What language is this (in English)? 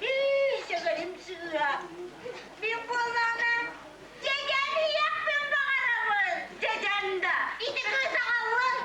Yakut